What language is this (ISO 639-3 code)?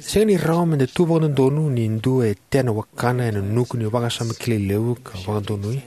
fij